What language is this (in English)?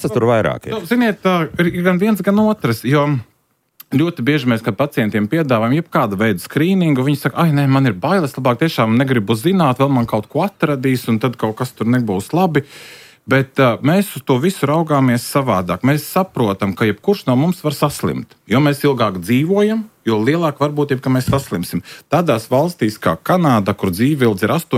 Latvian